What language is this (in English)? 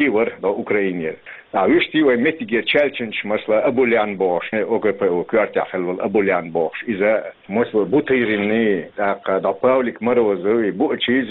Chechen